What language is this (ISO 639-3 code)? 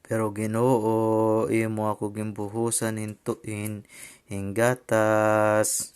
war